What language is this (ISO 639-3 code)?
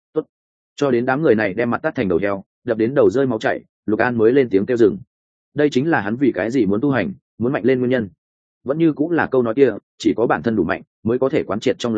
vie